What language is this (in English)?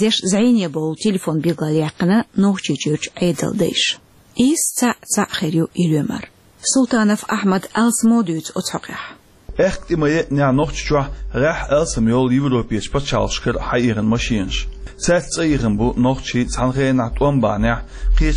Chechen